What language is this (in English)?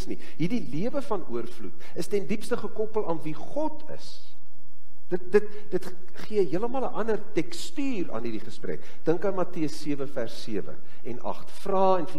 Afrikaans